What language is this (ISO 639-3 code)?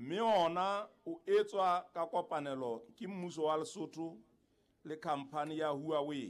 sot